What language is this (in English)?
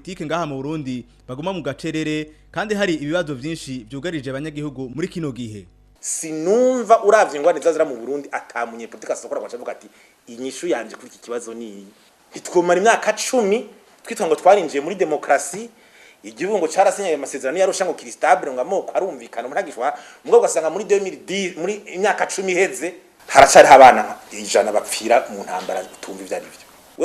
Rundi